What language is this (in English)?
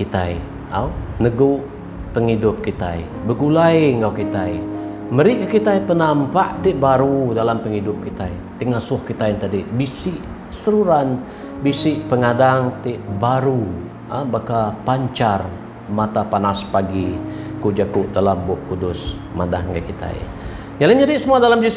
Iban